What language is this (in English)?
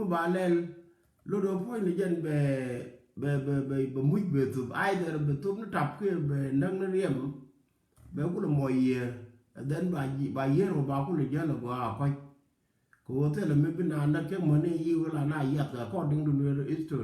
Nuer